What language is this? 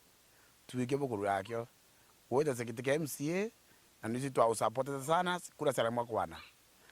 Meru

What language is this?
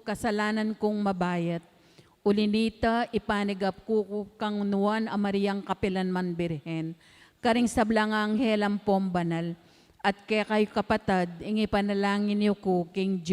Pampanga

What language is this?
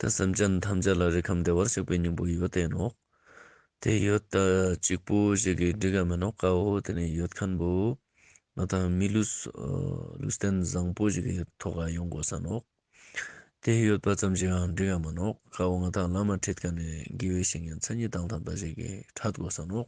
Ladakhi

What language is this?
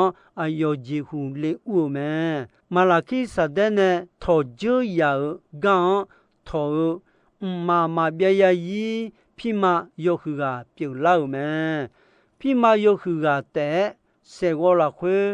Akha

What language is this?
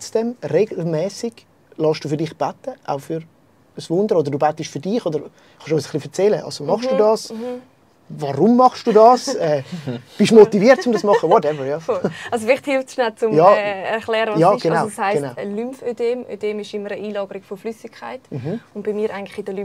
Swiss German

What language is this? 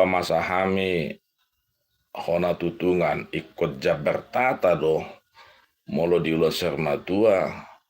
Batak Toba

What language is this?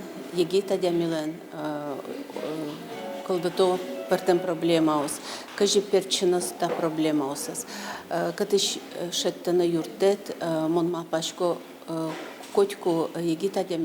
Udmurt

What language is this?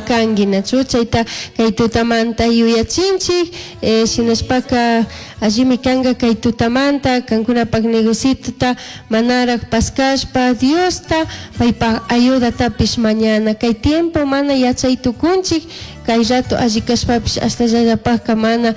Chimborazo Highland Quichua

